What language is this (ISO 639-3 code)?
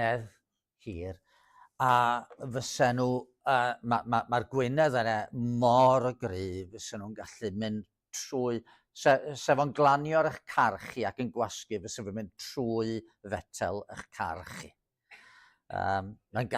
cym